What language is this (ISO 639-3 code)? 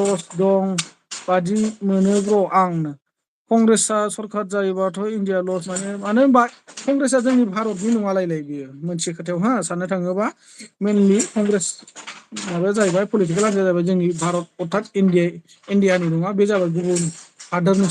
brx